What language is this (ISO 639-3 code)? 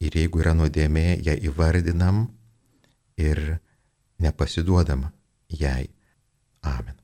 lit